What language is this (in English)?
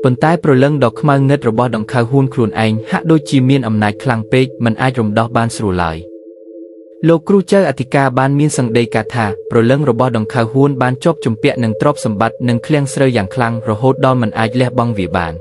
Khmer